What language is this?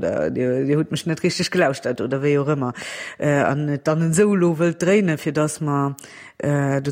Luxembourgish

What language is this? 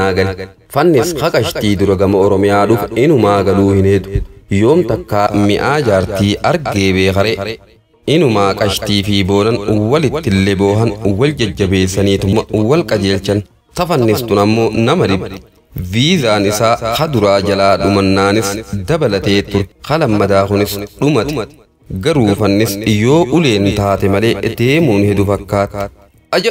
Oromo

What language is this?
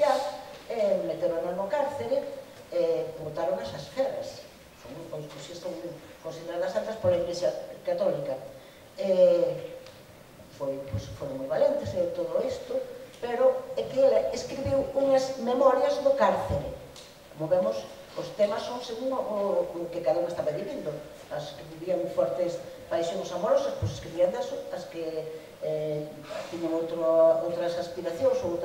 Galician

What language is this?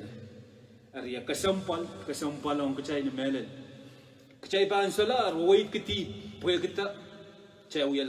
Pohnpeian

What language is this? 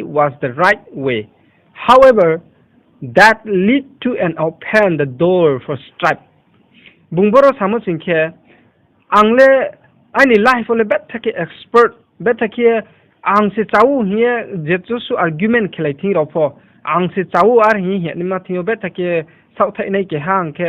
Riang (India)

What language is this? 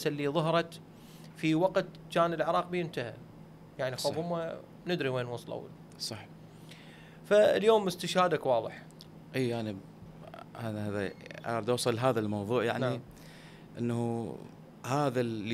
Mesopotamian Arabic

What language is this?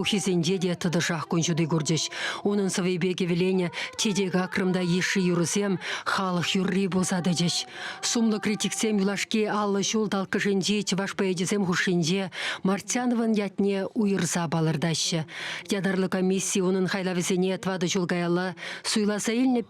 Chuvash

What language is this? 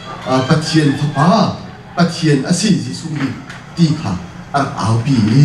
Hakha Chin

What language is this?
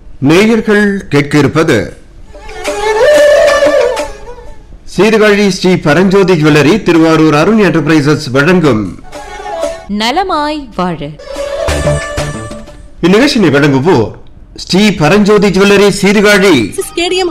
Tamil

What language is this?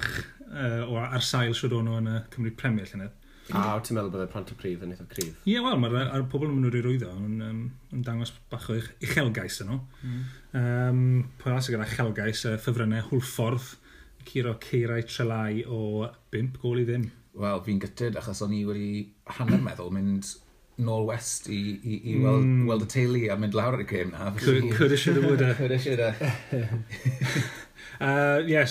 Welsh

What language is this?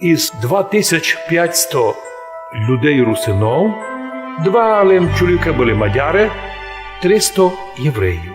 Rusyn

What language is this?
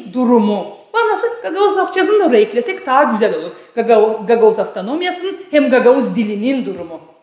Gagauz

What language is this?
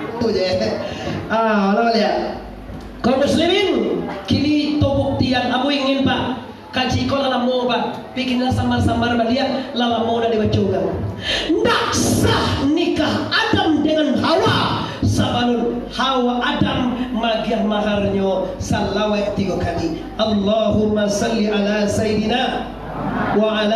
Minangkabau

